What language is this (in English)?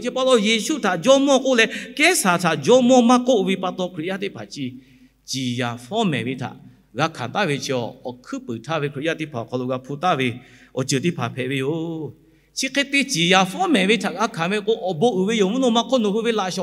Lahu